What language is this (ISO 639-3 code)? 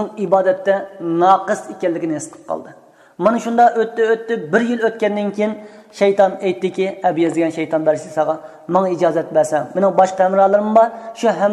uig